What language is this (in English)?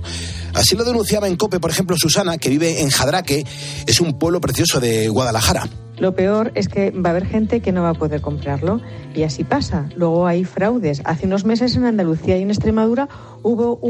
Spanish